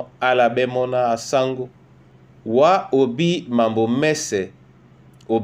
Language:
Duala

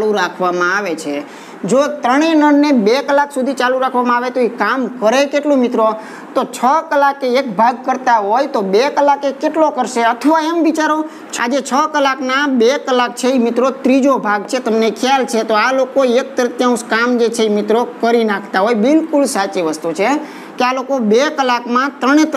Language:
Gujarati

